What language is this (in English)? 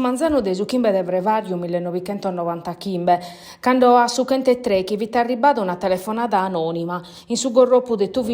Sardinian